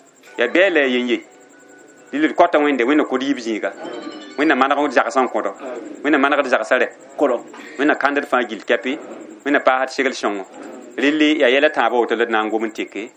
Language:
Mossi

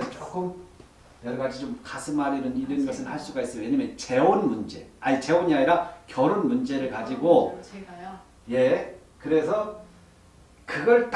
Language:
Korean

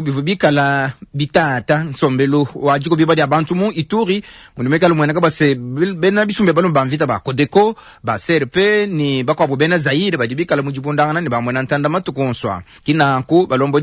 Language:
Luba-Lulua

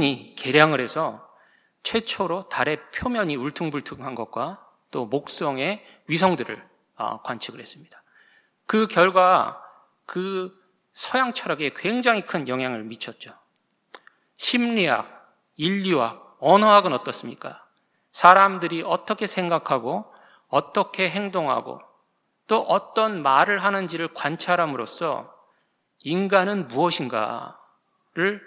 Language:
Korean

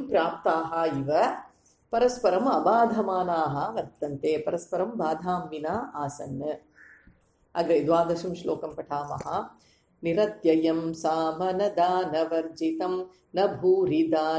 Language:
Sanskrit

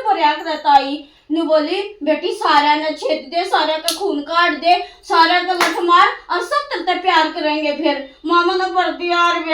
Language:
Haryanvi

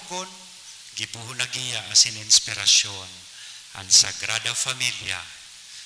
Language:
Bikol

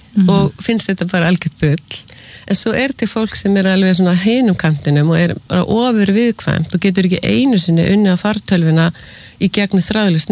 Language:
Icelandic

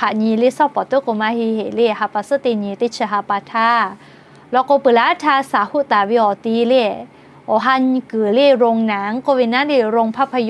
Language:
Lahu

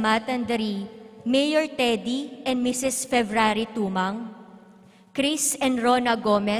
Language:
Pampanga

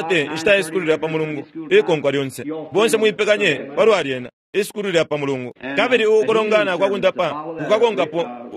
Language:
Bemba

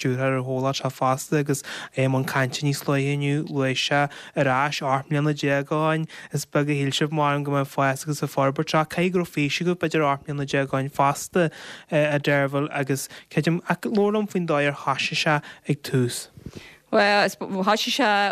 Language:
Irish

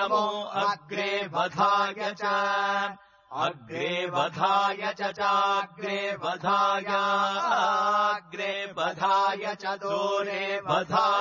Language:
Sanskrit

